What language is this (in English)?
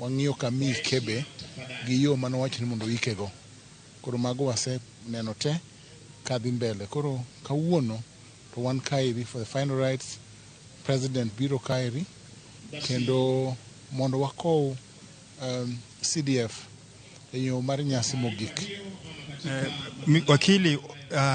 Luo (Kenya and Tanzania)